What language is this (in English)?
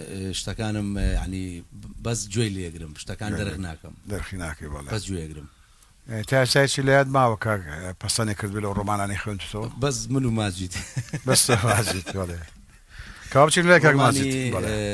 Central Kurdish